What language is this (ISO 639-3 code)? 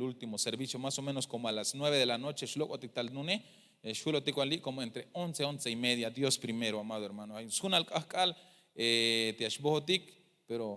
tzh